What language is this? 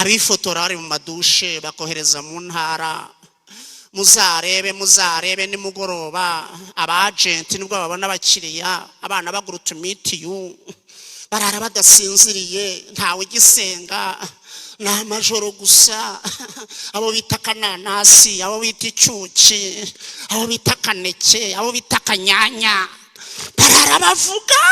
Kinyarwanda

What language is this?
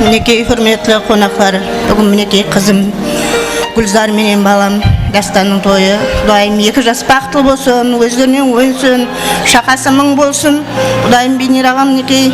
Kara-Kalpak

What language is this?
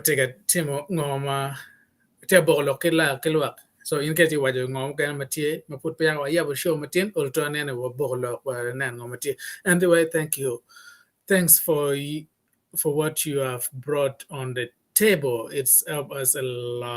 Acoli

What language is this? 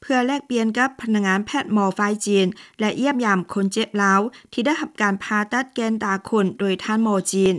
Lao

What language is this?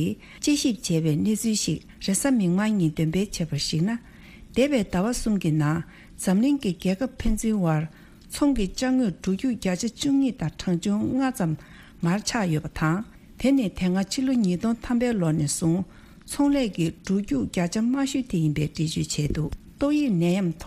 Tibetan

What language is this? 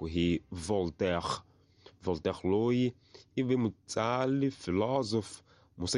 Tsonga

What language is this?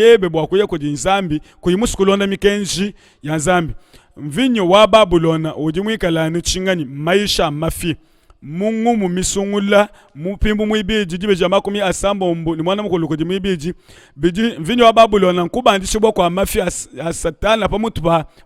Luba-Lulua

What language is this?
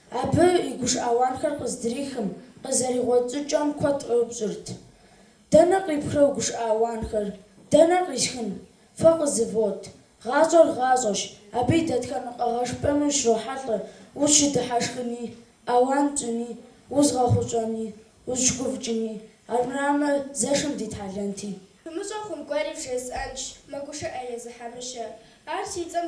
Kabardian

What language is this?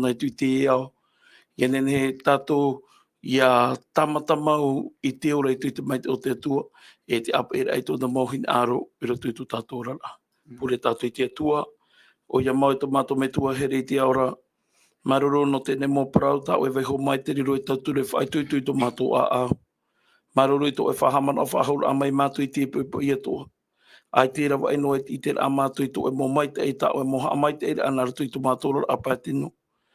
Tahitian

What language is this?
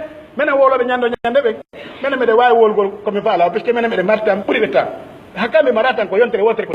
Pular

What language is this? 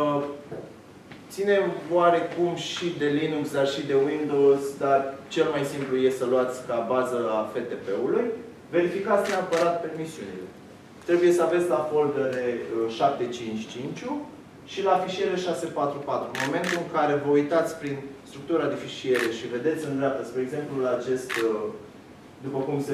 Romanian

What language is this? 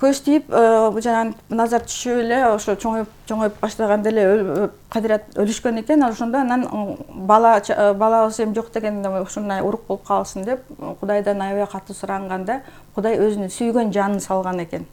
Kyrgyz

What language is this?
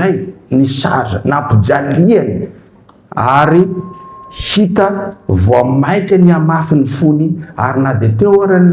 Malagasy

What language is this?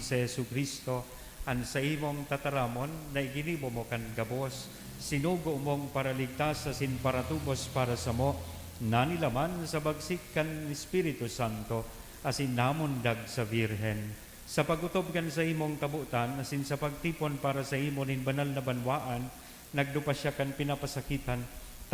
Bikol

